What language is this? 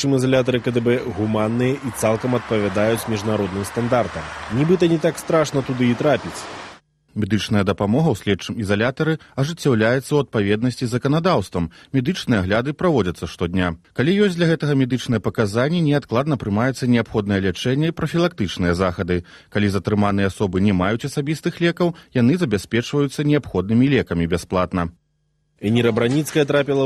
Belarusian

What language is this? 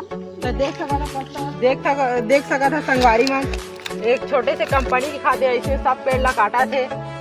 Chhattisgarhi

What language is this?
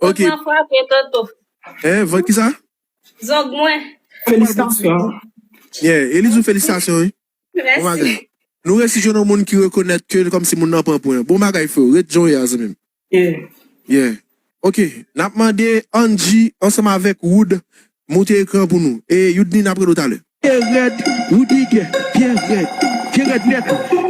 Haitian Creole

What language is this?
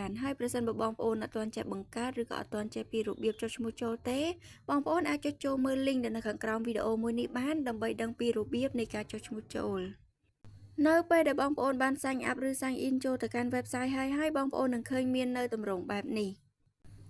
Khmer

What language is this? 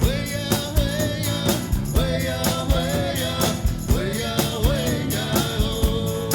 Atikamekw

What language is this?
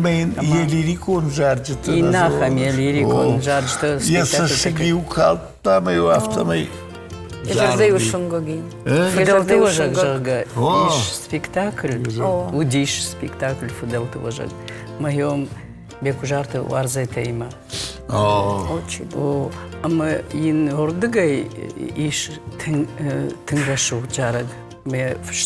Ossetic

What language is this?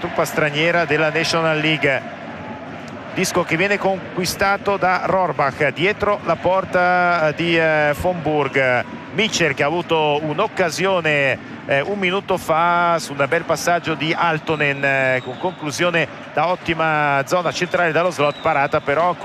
Italian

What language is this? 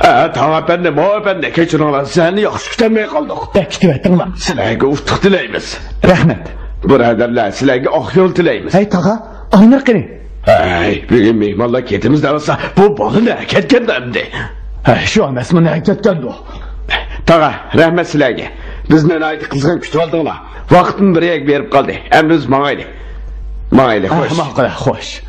Uyghur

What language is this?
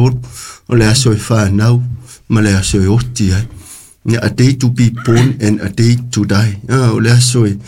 Samoan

